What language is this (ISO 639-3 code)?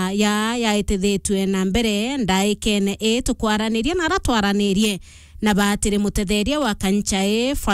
mer